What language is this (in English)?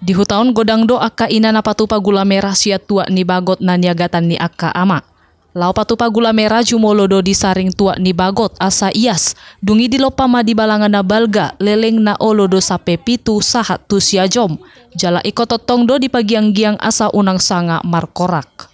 Batak Toba